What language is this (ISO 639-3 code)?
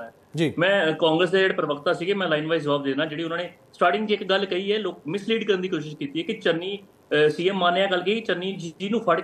pan